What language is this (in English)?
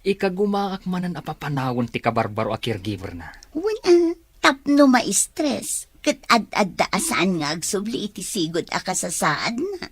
Iloko